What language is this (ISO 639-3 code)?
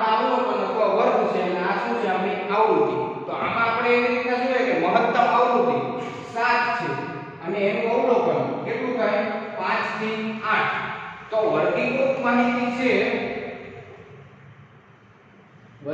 guj